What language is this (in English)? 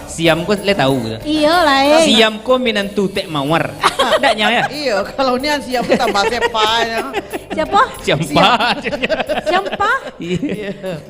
Minangkabau